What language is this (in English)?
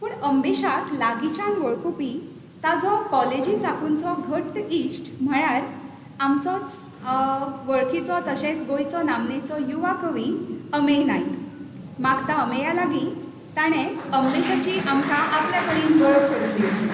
Konkani